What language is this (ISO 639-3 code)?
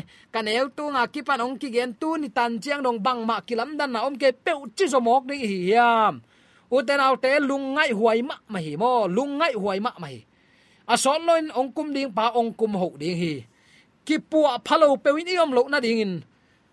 ctd